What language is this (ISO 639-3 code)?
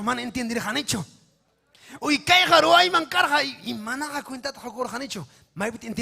quy